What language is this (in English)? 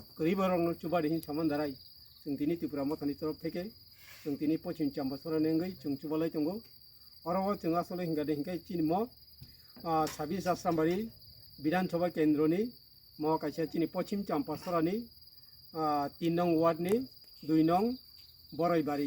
Kok Borok